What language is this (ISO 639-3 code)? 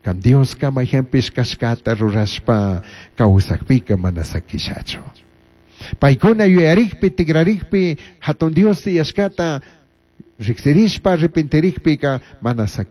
qug